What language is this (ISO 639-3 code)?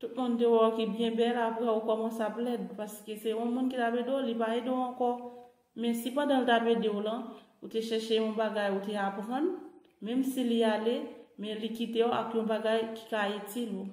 hat